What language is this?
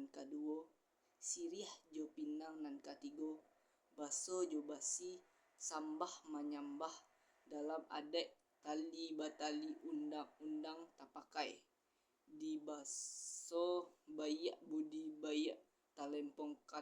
Minangkabau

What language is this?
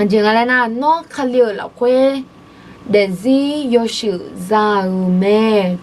Akha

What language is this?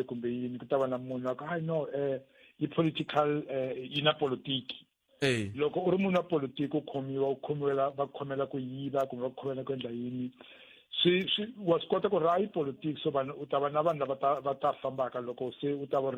Tsonga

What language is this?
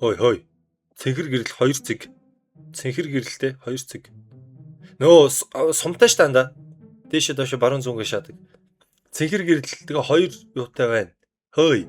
Mongolian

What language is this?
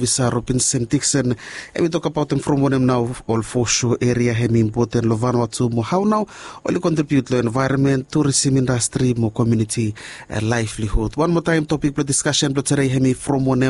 Bislama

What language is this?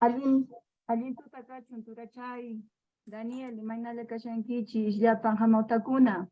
Quechua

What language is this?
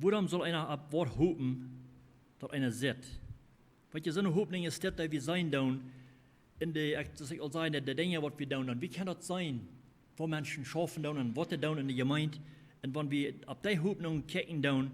Plautdietsch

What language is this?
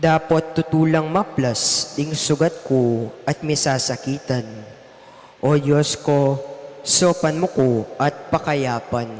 Pampanga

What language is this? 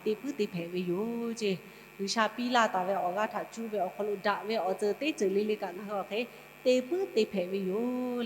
Lahu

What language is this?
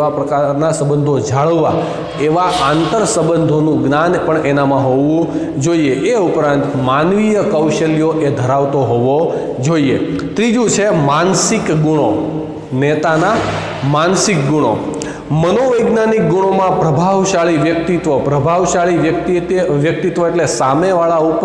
Gujarati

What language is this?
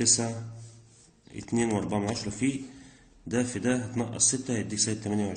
Egyptian Arabic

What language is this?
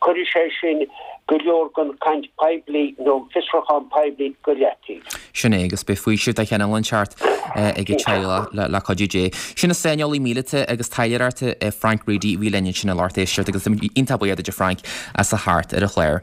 Irish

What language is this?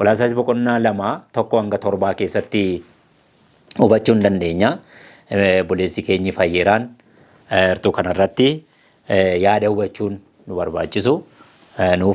Oromo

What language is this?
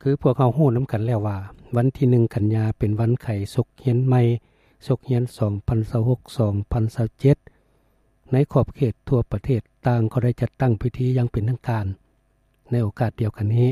Lao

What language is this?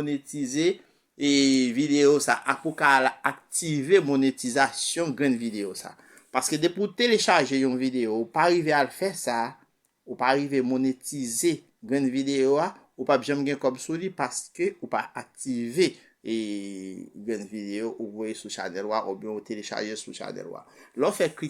Haitian Creole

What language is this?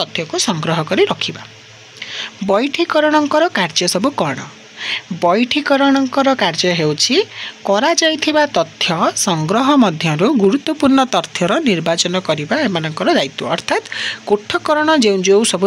Odia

